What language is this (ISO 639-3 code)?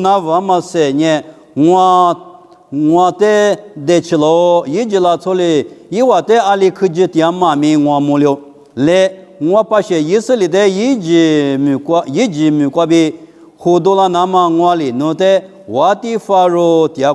lis